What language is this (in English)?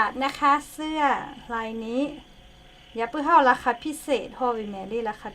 Lahu